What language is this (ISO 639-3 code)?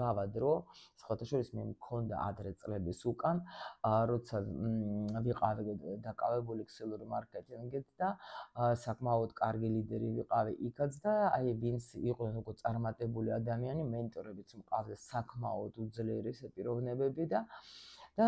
kat